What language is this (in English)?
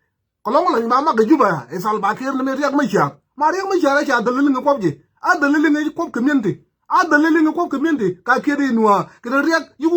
Nuer